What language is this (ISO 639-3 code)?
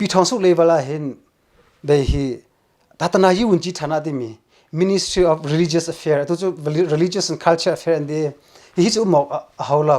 cnh